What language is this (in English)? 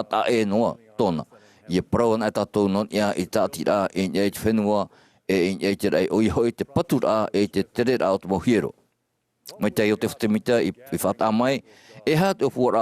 Tahitian